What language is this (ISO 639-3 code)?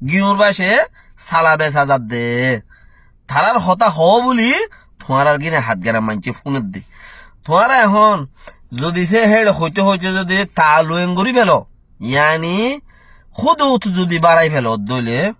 rhg